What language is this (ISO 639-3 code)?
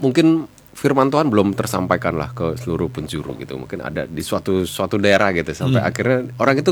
ind